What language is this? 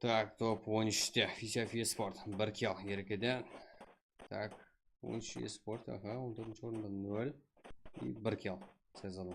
Kara-Kalpak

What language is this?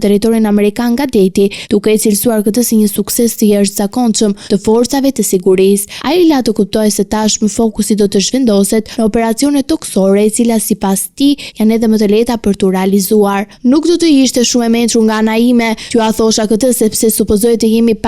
Albanian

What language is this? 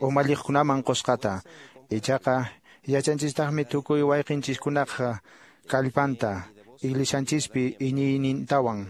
Quechua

